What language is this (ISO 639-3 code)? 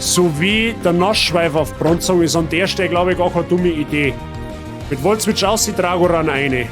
bar